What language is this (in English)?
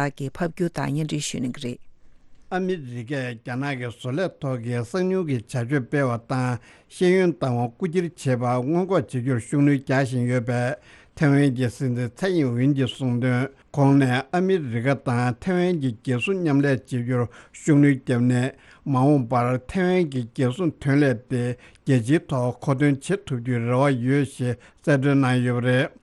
Tibetan